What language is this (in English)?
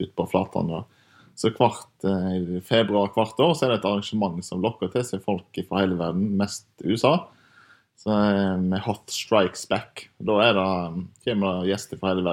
Norwegian